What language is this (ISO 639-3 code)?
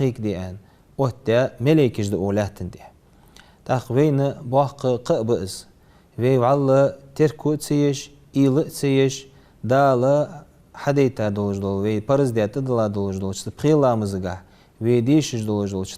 inh